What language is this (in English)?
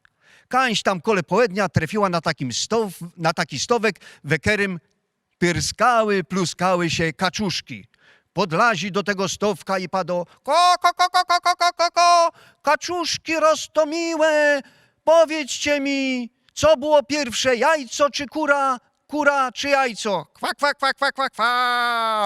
Silesian